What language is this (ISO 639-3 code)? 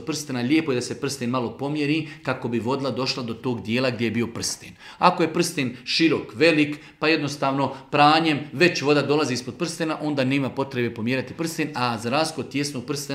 bos